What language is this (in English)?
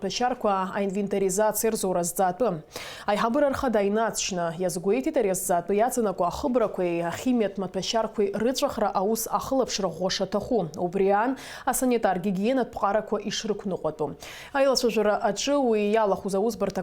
Abkhazian